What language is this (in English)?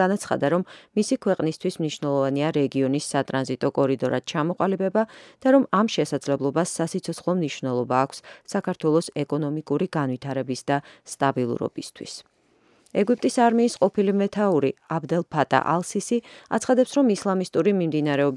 Georgian